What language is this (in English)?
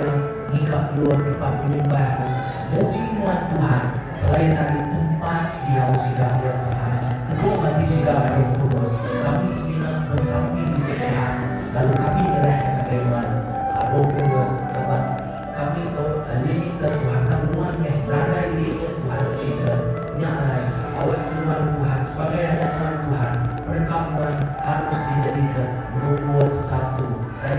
Iban